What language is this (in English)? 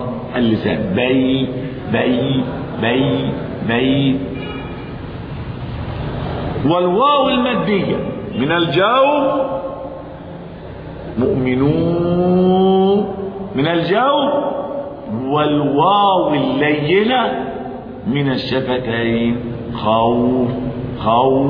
Arabic